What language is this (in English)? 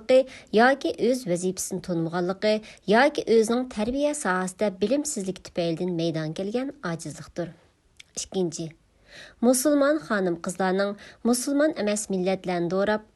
Uyghur